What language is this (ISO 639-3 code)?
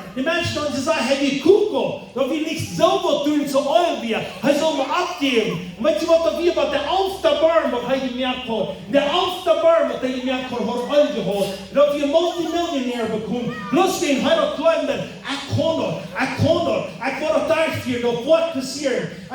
pdt